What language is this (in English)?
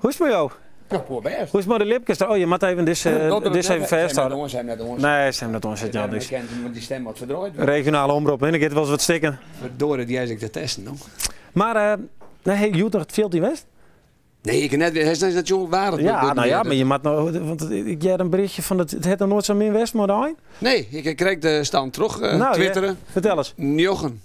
Western Frisian